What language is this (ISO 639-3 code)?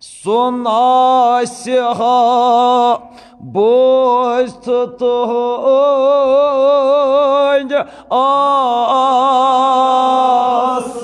kas